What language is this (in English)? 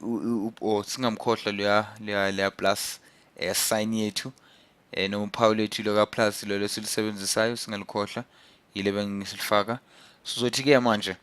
Zulu